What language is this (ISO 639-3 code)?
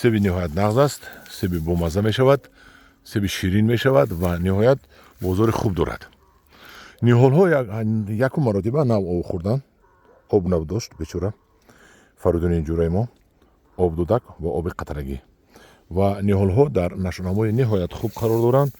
tgk